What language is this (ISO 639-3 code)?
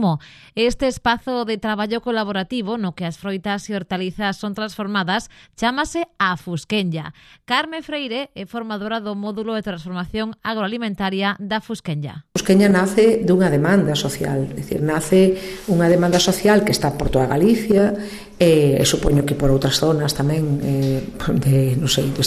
glg